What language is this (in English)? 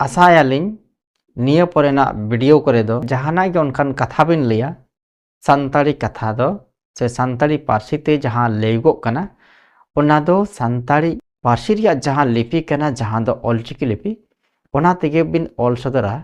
Santali